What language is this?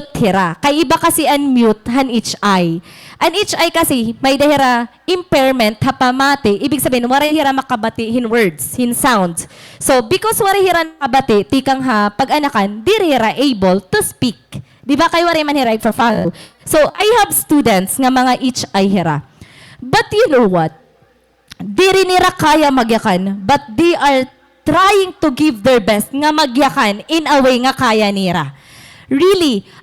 Waray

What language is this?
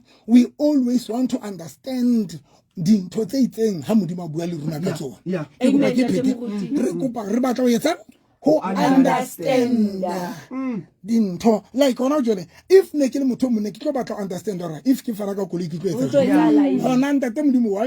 Southern Sotho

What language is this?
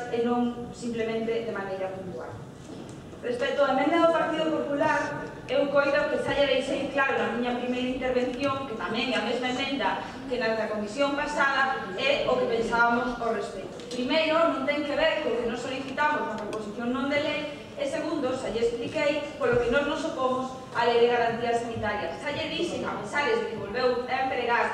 Galician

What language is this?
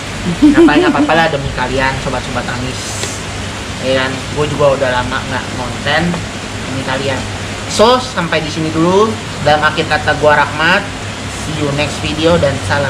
Indonesian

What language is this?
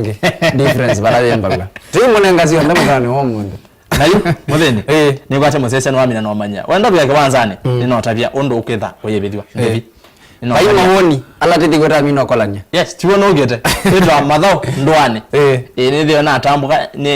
Kamba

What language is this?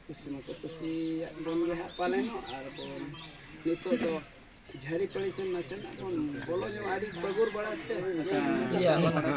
Santali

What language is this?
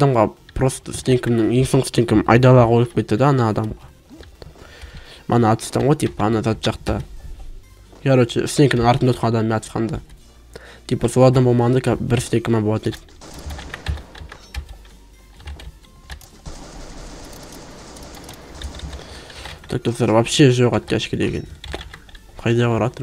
Kazakh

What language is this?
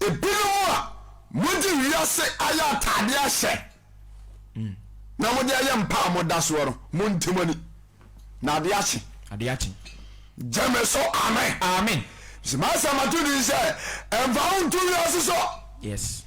Akan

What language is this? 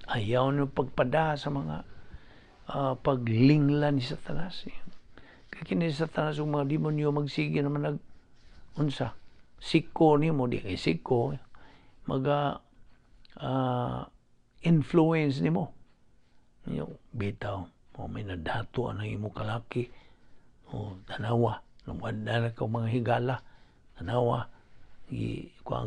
Cebuano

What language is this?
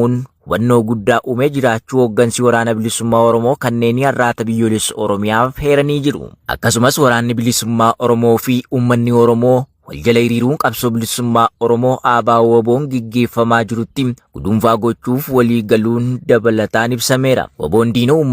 Oromo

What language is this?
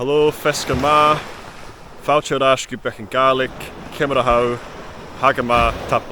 Scottish Gaelic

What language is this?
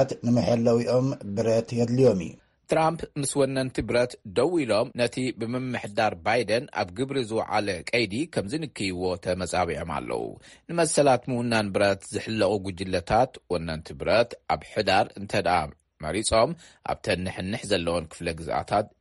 Tigrinya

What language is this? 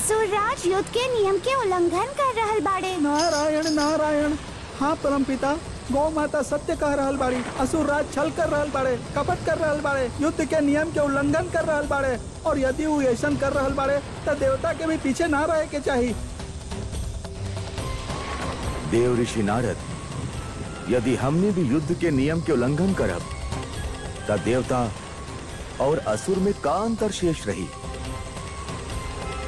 Bhojpuri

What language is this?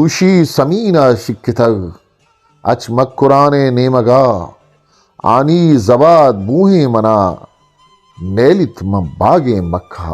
Eastern Balochi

